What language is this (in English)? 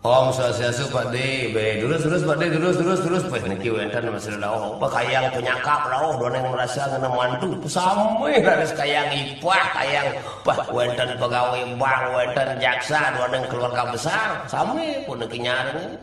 Balinese